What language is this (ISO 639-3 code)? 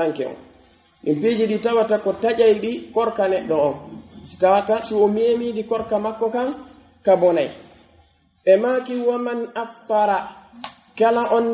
fuf